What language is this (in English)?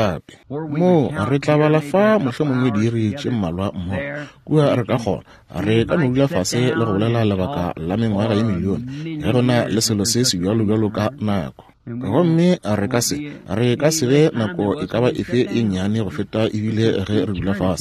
Northern Sotho